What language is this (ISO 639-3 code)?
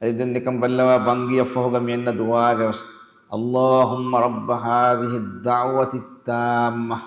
div